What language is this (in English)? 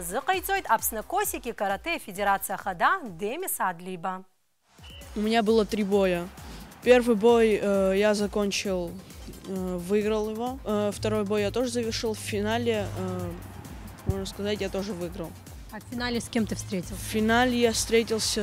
Abkhazian